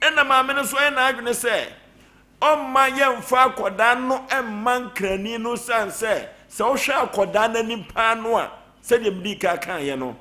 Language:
Akan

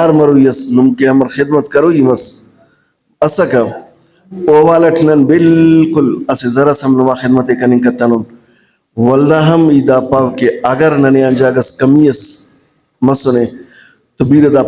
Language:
Brahui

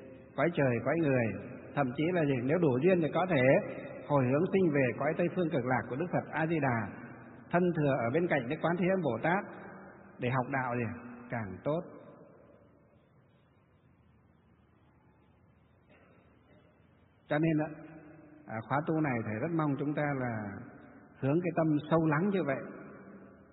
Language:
Vietnamese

